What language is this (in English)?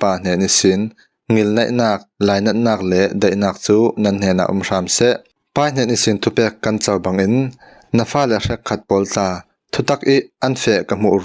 Falam Chin